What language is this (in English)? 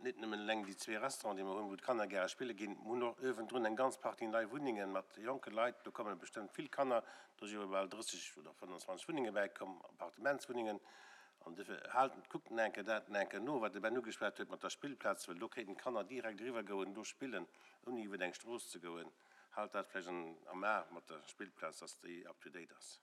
Luxembourgish